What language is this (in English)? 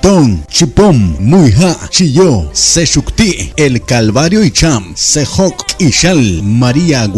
Kekchí